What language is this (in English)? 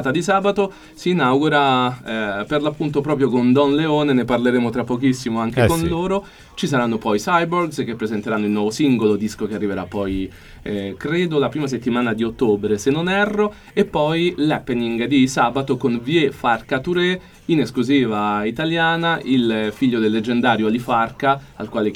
Italian